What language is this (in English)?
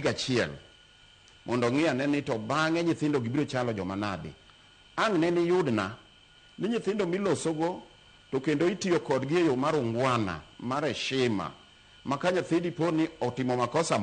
Luo (Kenya and Tanzania)